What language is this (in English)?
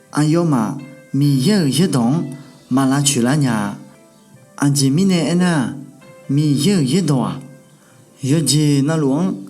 Akha